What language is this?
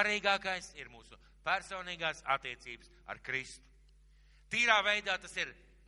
Latvian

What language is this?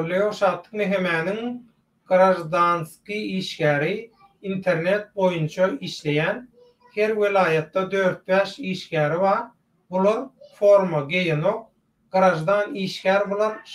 Turkmen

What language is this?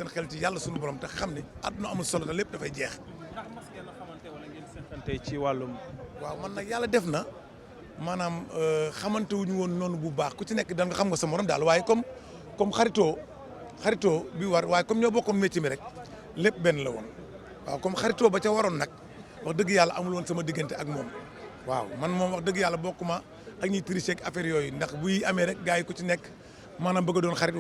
Wolof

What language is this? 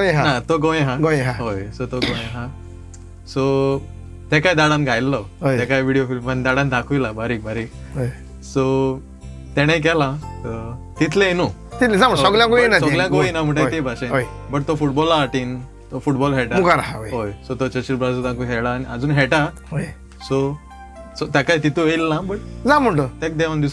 Konkani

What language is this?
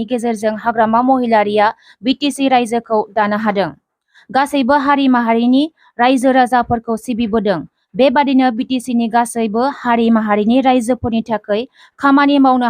Bodo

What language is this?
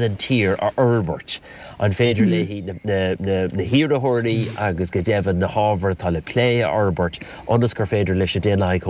Irish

